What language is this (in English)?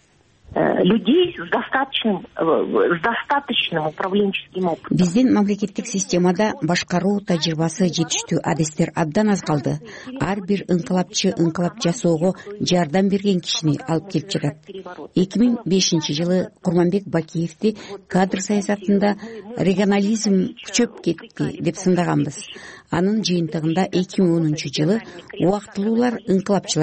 Kyrgyz